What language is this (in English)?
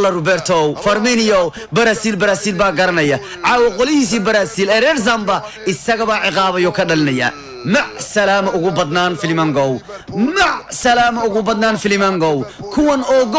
Somali